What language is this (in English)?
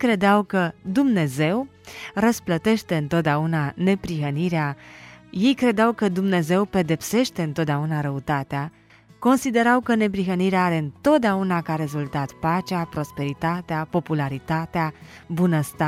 Romanian